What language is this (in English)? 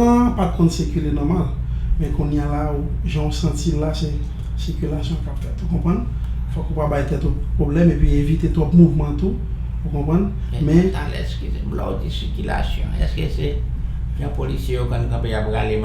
Haitian Creole